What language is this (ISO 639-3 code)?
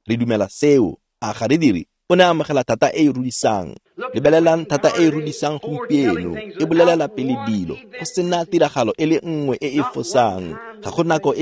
tsn